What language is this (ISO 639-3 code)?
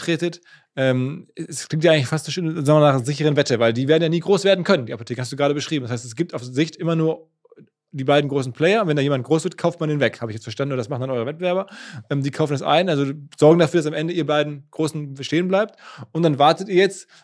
deu